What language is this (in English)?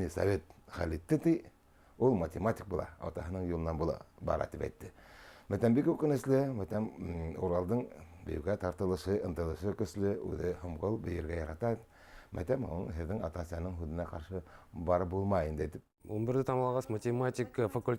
Bashkir